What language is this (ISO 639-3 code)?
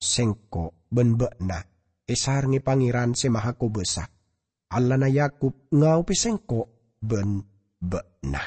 mad